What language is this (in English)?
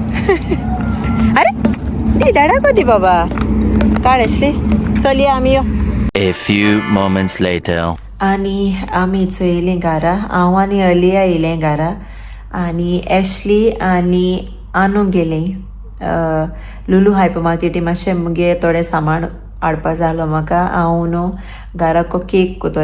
Konkani